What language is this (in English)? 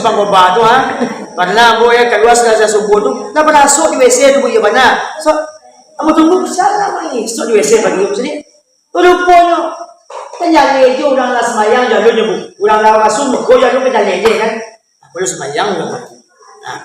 Minangkabau